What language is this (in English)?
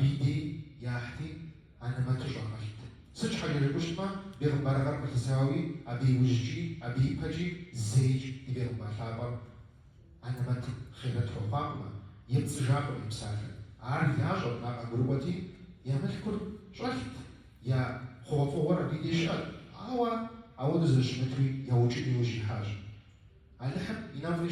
Kabardian